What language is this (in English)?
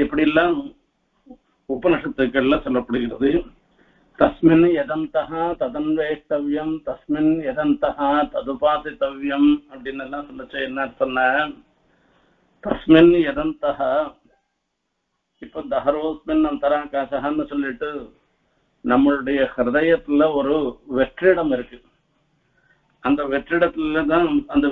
Tamil